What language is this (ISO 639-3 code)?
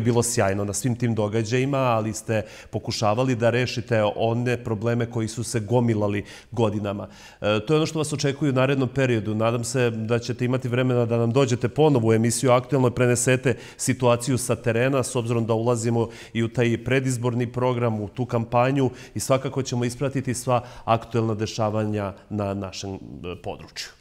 srp